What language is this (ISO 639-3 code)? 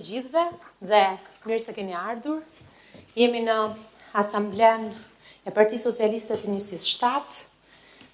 sqi